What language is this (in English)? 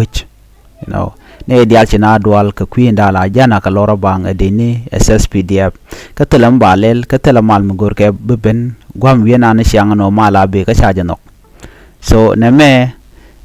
Nuer